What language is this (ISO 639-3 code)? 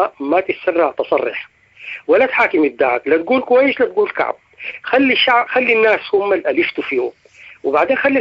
apd